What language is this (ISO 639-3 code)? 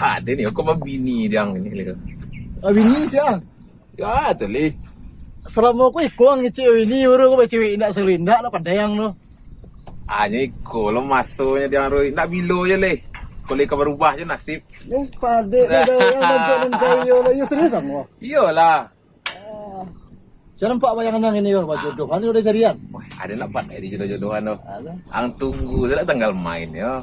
min